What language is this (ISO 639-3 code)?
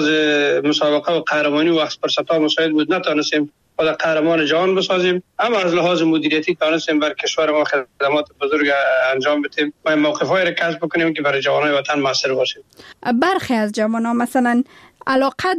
fas